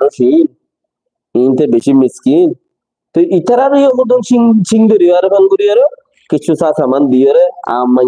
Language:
Rohingya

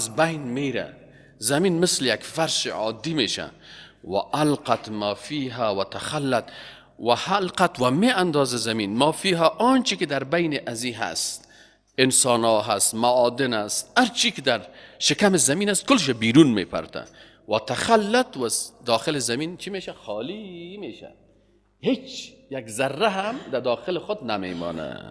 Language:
Persian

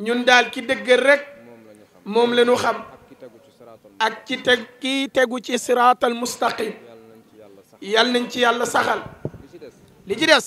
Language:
Wolof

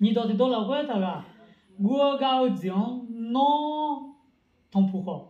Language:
Akha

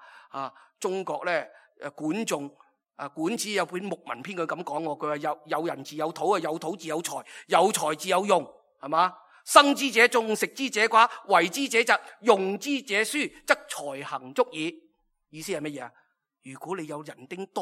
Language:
Cantonese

